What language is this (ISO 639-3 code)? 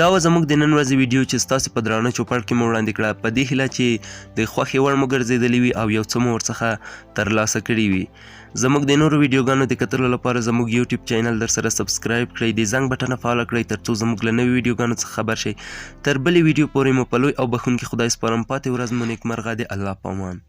pus